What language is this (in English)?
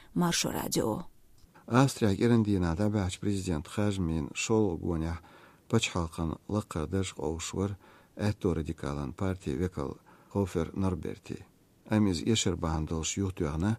Chechen